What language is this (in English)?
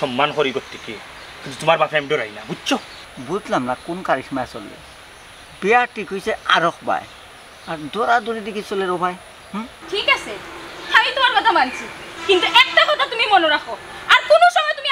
Sylheti